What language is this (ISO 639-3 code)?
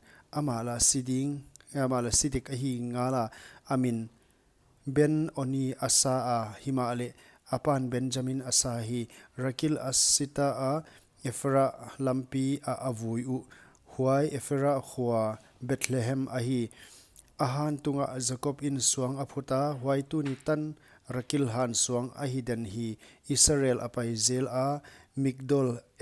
pck